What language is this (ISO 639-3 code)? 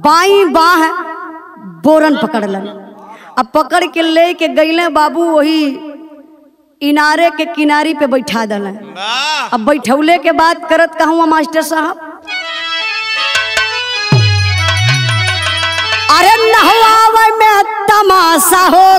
bho